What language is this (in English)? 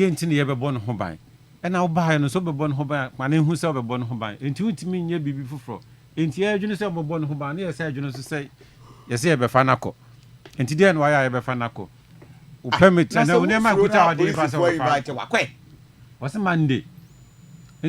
Akan